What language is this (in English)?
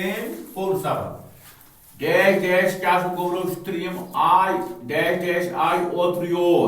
Kashmiri